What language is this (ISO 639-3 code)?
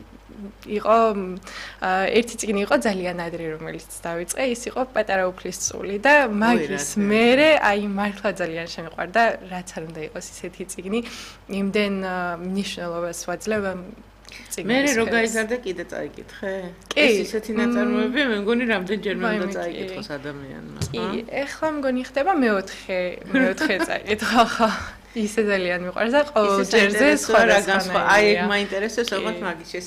kat